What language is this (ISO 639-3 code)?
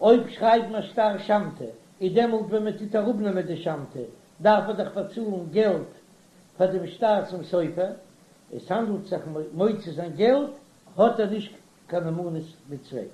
yid